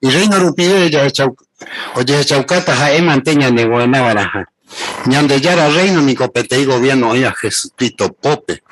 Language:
Guarani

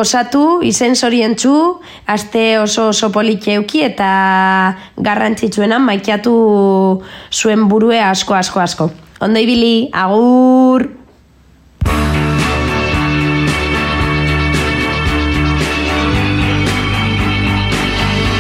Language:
Basque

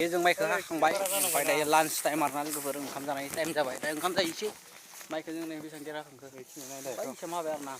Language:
Bodo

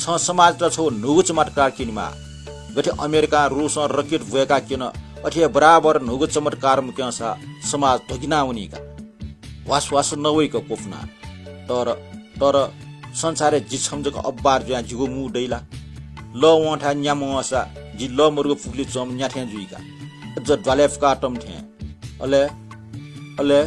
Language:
Newari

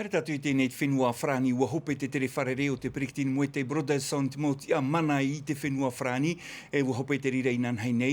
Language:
Tahitian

